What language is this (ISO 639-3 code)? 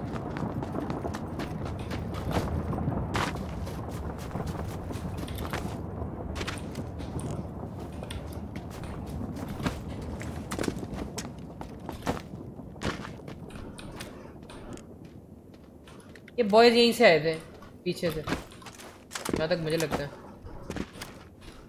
hin